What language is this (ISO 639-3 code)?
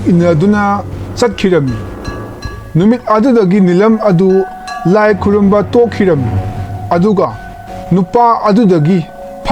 mni